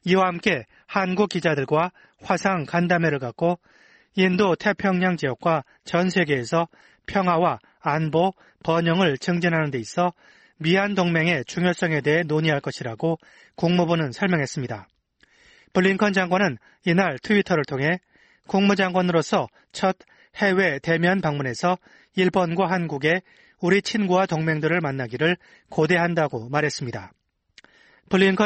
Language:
Korean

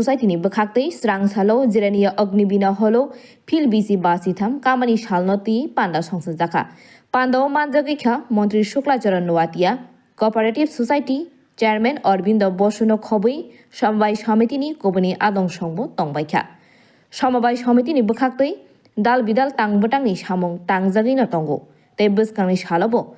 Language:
Kok Borok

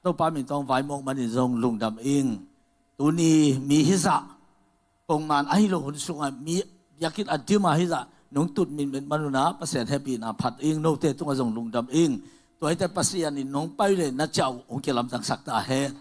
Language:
Tedim Chin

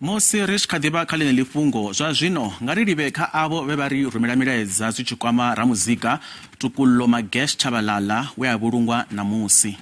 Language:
Venda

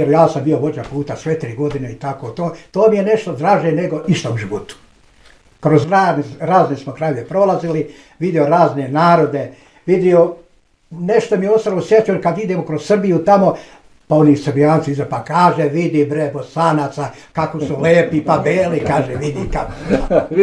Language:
Bosnian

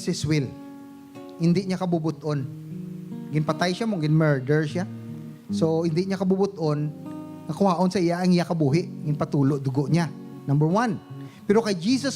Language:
Hiligaynon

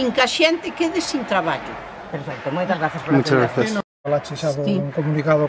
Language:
Galician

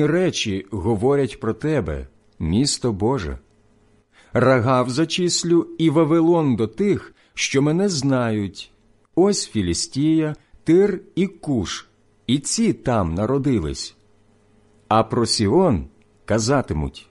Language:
Ukrainian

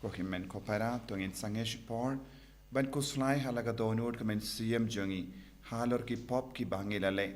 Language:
Khasi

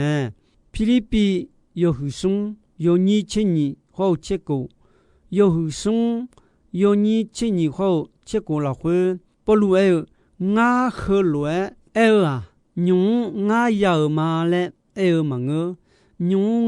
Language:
Akha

